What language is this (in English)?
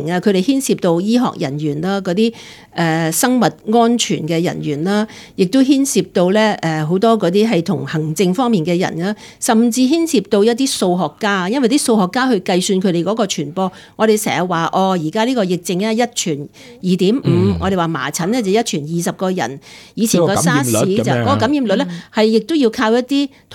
Cantonese